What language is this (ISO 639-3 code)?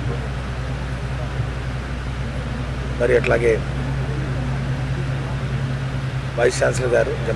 tel